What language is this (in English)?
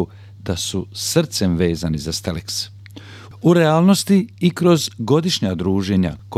Bosnian